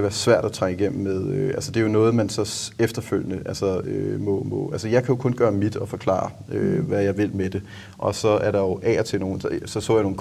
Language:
Danish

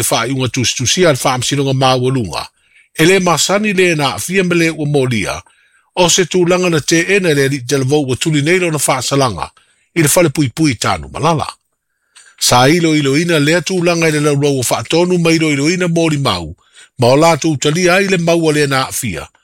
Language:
Samoan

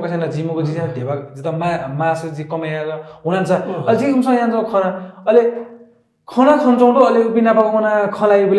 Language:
Newari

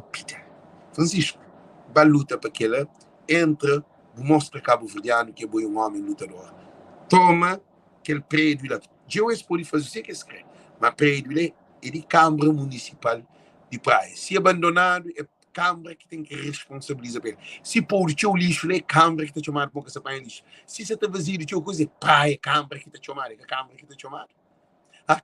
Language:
Kabuverdianu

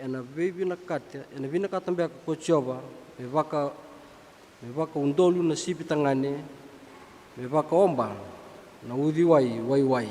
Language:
Fijian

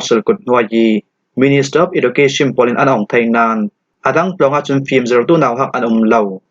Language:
Falam Chin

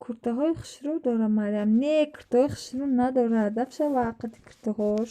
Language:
Tajik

